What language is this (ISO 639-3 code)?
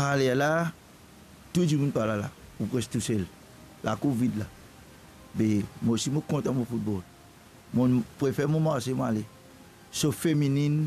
mfe